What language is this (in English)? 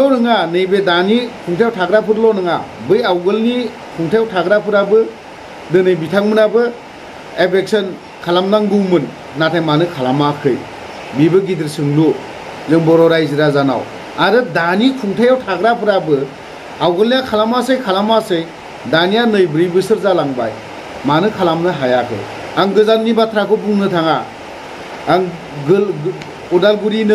Bodo